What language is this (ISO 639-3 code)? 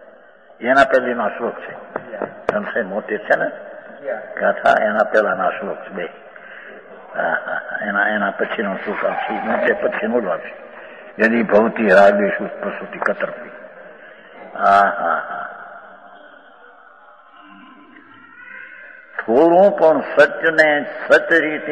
guj